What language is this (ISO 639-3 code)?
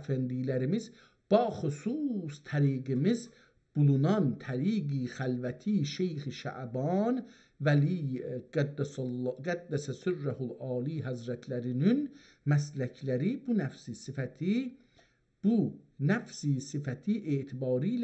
azb